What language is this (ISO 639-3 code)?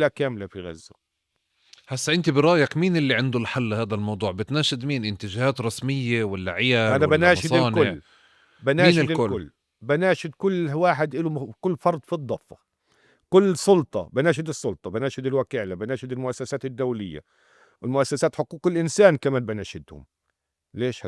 apc